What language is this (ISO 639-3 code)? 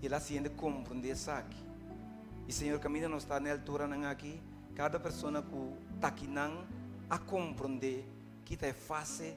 pap